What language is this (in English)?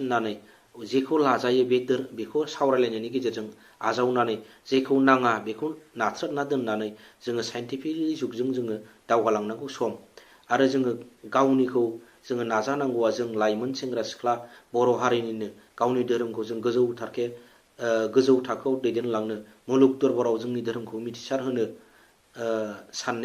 Bodo